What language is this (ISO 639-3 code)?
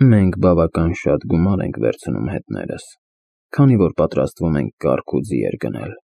hye